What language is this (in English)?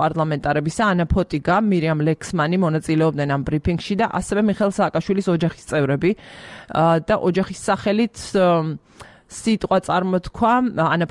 Georgian